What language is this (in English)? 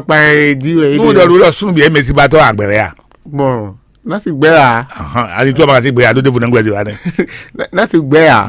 Fon